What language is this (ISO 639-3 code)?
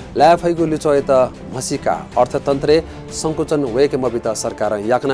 new